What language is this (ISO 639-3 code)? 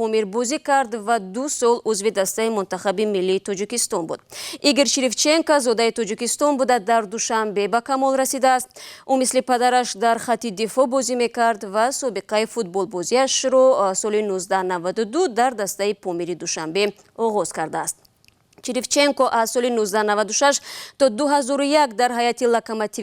tgk